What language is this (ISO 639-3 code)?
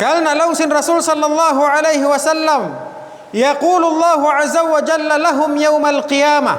tsg